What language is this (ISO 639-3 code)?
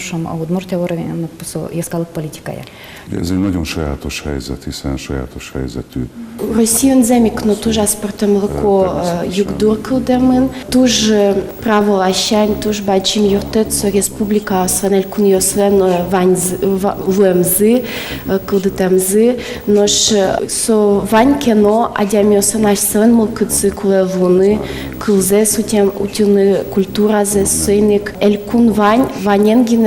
udm